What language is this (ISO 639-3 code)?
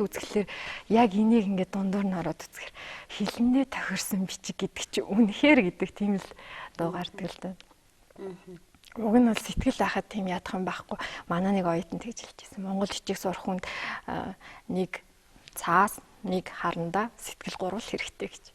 mon